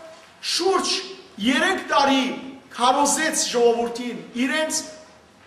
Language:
Western Armenian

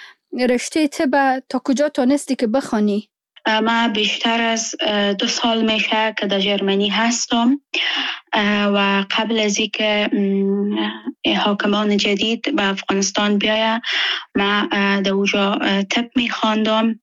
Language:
Persian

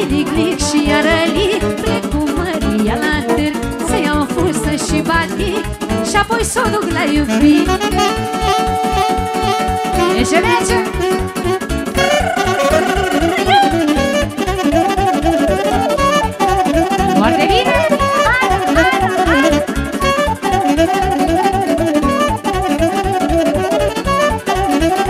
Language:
Romanian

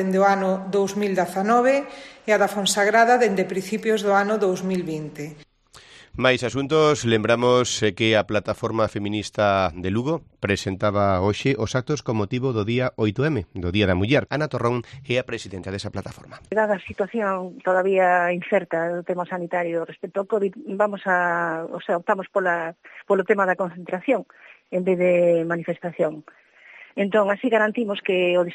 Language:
Galician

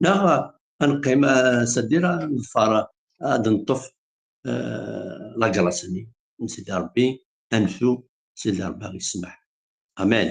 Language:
Kabyle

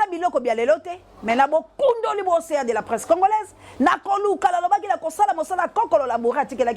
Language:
Lingala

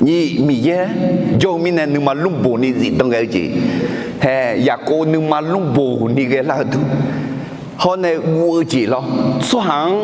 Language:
Akha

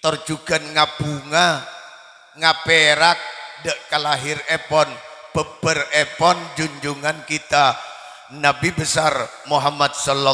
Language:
Madurese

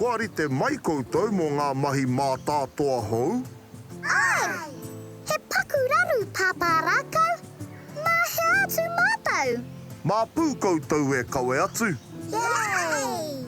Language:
Māori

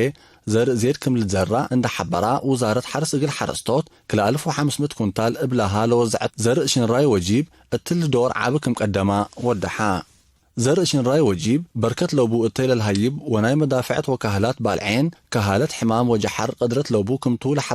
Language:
Tigre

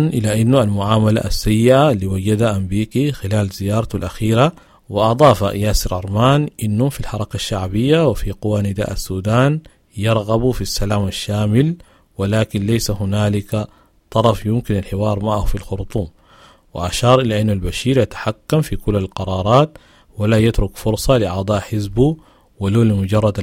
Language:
Sudanese Arabic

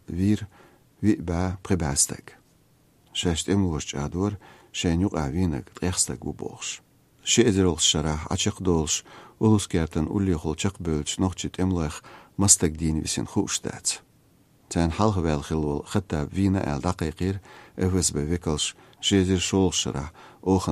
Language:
Chechen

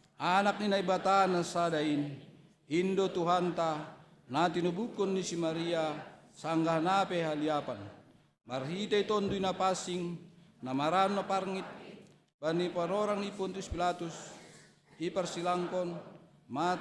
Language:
Batak Simalungun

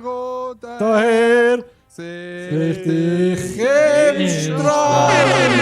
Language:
Swiss German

